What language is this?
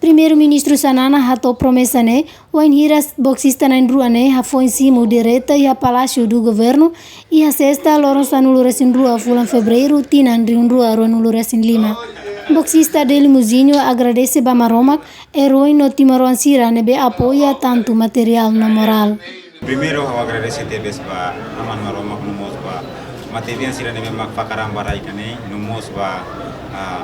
Tetum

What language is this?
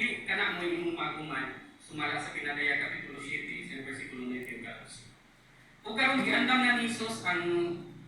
Cebuano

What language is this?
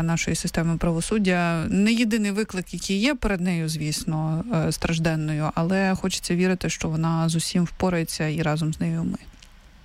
Ukrainian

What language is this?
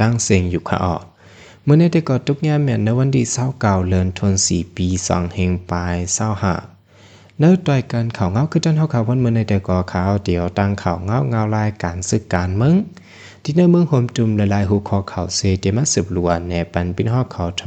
Shan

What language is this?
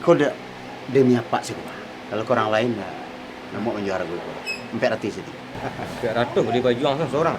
Minangkabau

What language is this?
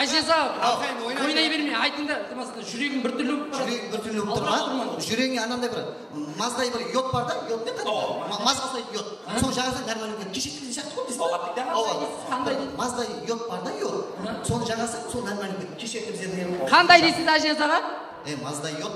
Kara-Kalpak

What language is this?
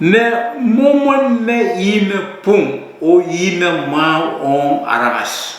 Pohnpeian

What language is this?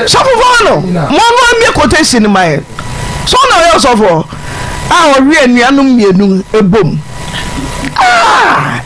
Akan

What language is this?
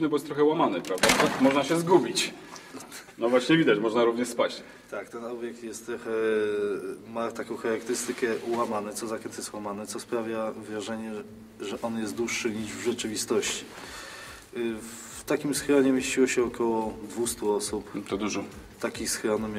Polish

